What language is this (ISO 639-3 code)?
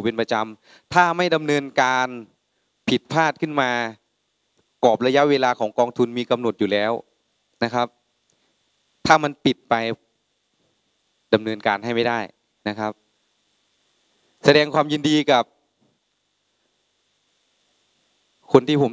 tha